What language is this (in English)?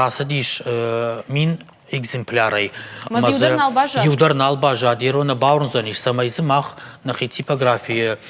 Ossetic